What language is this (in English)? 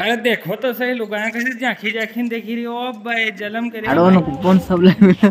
Rajasthani